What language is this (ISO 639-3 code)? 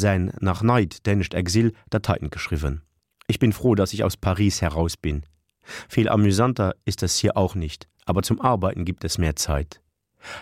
ltz